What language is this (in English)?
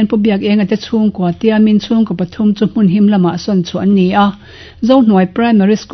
Mizo